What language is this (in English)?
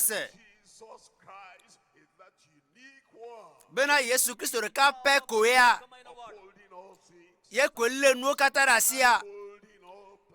Ewe